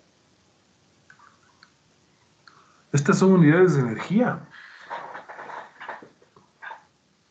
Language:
Spanish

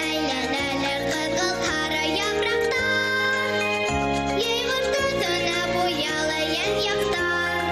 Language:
Bashkir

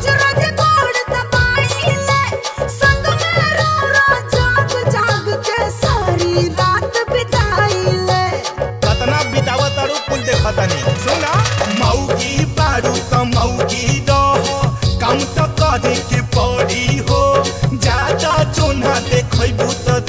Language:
Bhojpuri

